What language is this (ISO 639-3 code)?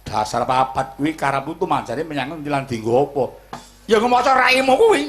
jav